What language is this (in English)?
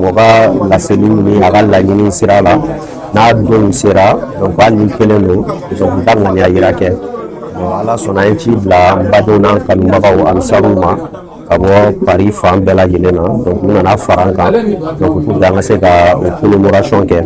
Bambara